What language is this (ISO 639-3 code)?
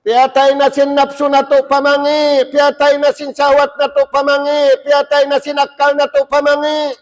tsg